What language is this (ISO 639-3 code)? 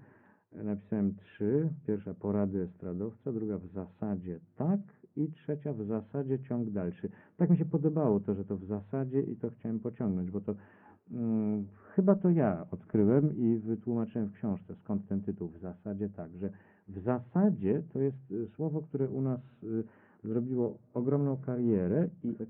pol